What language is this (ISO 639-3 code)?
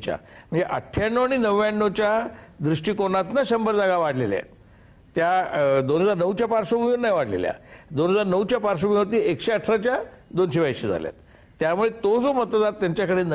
mar